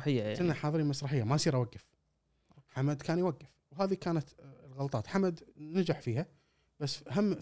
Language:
Gulf Arabic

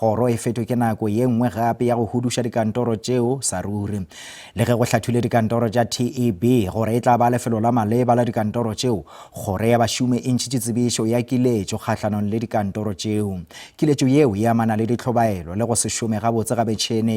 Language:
Northern Sotho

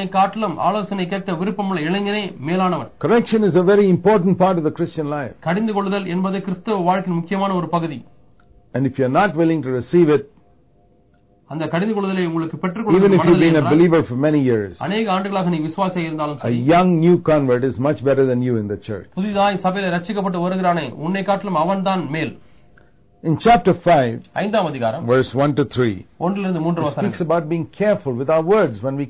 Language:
Tamil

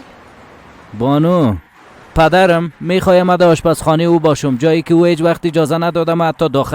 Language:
Persian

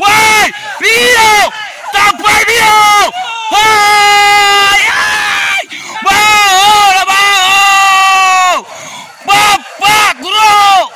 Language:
Minangkabau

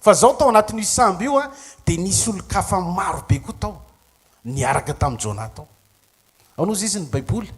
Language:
Malagasy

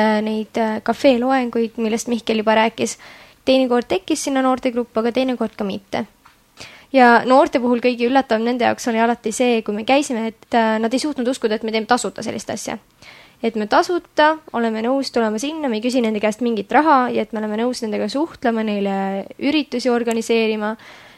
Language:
Estonian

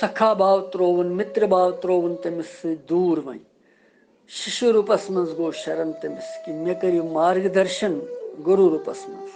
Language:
Kashmiri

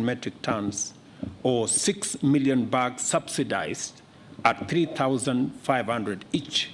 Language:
Meru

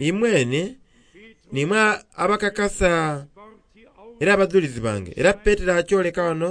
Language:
Soga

